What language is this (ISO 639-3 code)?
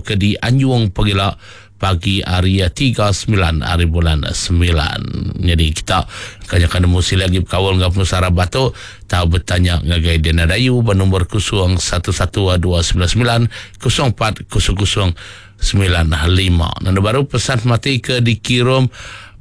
iba